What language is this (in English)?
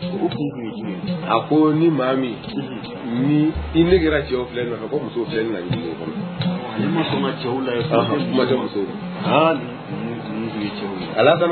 Bambara